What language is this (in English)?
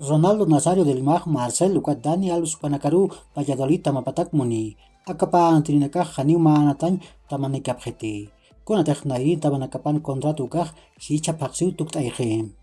Aymara